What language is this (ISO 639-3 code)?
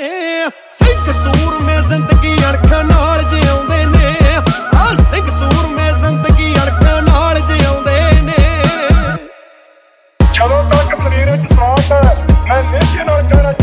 pan